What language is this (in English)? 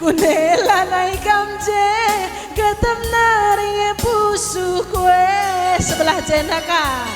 Batak Karo